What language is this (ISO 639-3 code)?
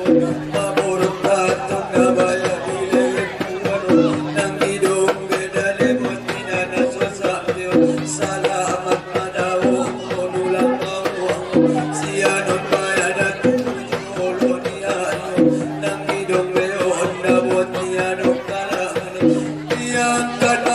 akb